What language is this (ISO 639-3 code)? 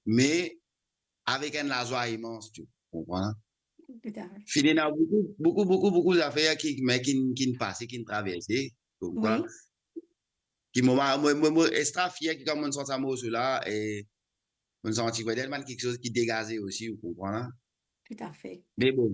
mfe